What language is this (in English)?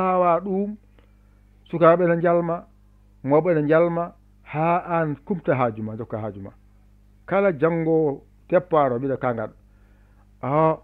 Fula